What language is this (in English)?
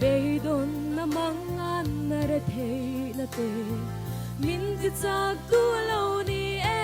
Mizo